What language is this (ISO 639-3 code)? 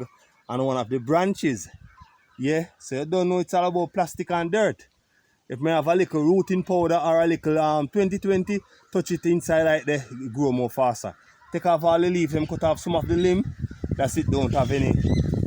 jam